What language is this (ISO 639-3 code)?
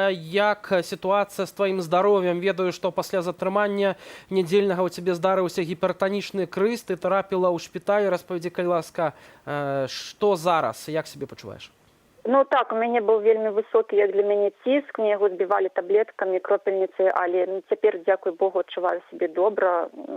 bel